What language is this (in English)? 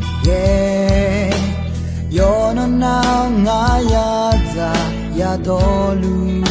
Akha